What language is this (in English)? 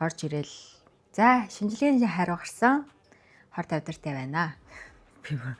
Mongolian